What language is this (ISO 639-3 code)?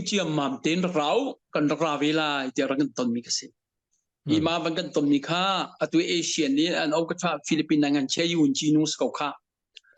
cnh